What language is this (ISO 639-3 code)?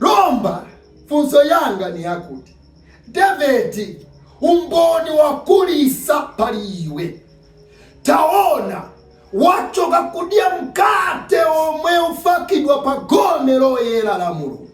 nya